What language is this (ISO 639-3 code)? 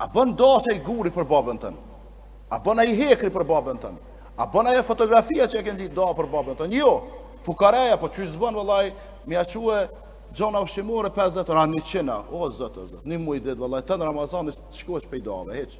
sqi